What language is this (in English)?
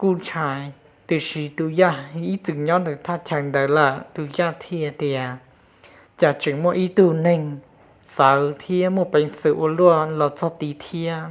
Hmong